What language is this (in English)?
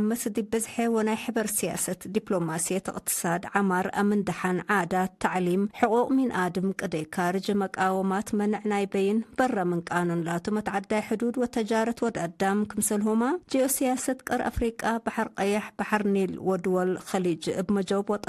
Tigre